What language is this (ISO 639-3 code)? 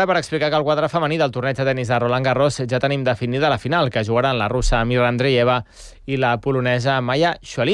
cat